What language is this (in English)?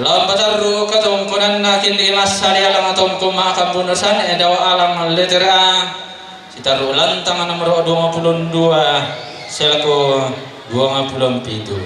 Toraja-Sa'dan